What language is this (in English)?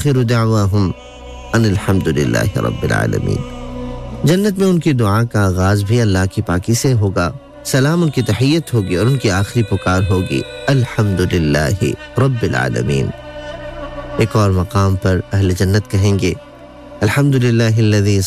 Urdu